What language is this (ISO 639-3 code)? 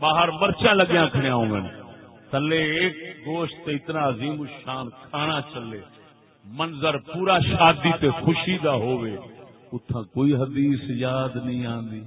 skr